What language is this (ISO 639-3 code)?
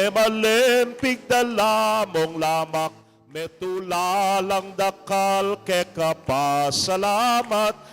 pam